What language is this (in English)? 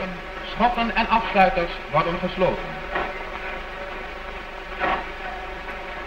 Dutch